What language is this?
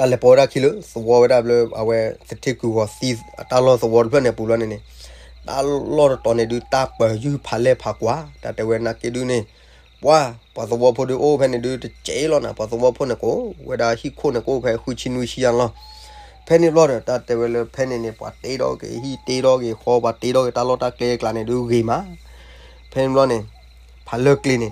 S'gaw Karen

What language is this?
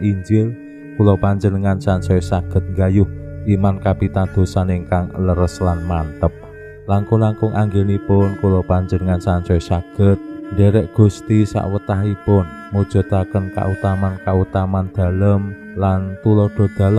Javanese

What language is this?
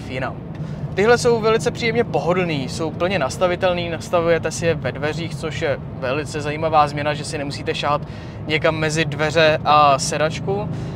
Czech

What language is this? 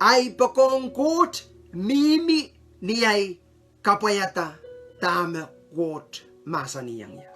Pohnpeian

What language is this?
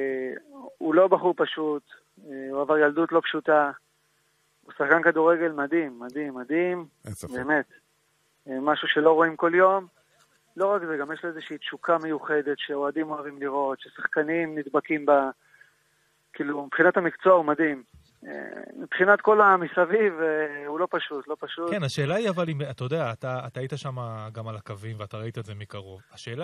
Hebrew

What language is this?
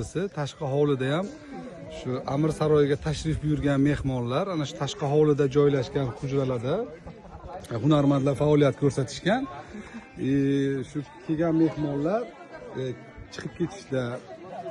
Uzbek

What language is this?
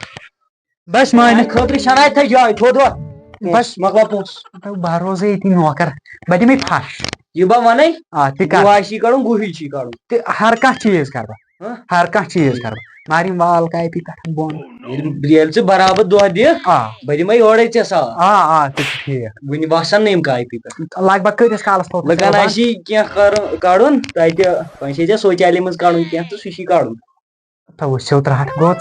Kashmiri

